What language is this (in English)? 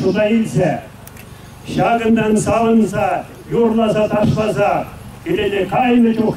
Chuvash